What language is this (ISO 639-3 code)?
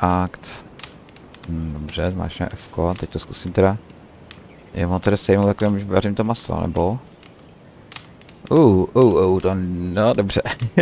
ces